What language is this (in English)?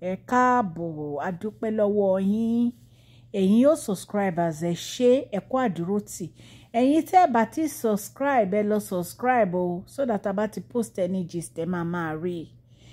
Yoruba